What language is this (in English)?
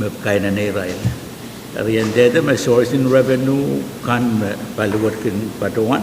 Pohnpeian